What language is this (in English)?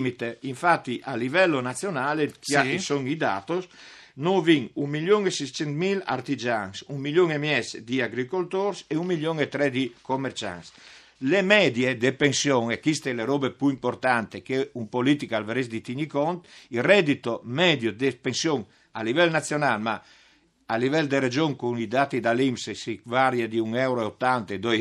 Friulian